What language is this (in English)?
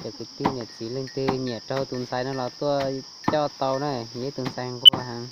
Hmong